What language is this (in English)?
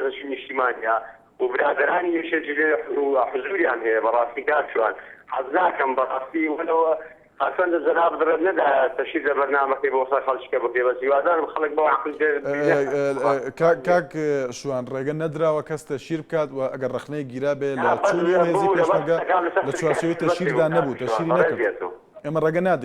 Central Kurdish